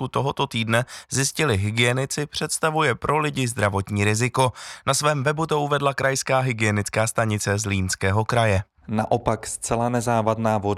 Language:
Czech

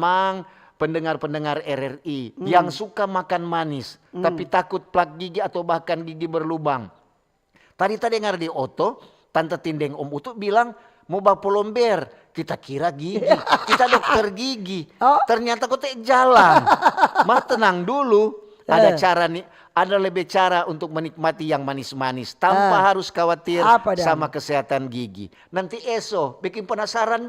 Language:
Manado Malay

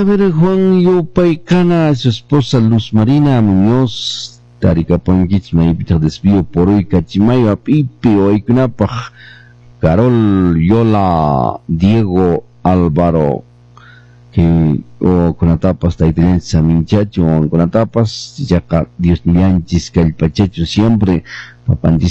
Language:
Quechua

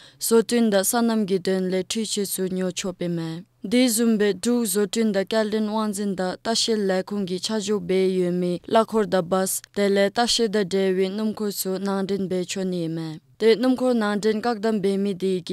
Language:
Dzongkha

